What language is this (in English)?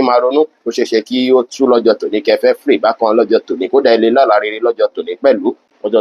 Yoruba